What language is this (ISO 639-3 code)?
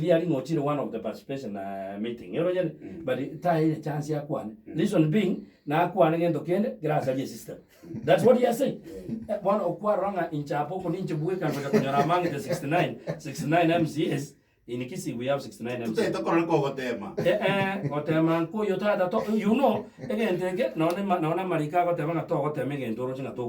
guz